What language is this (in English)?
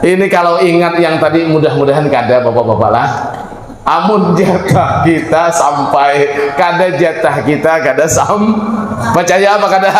Banjar